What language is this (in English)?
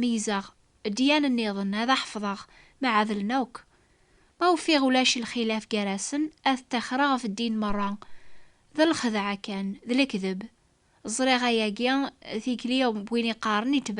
Kabyle